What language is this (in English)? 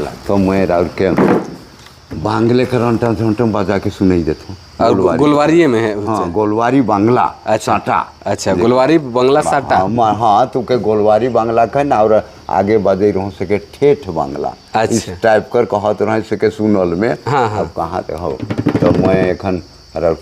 Sadri